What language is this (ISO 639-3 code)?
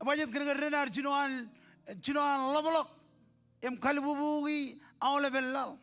mah